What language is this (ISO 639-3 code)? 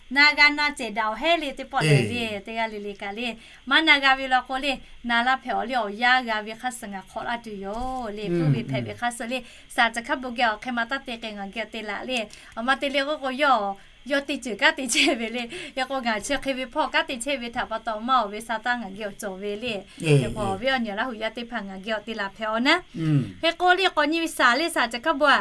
lhu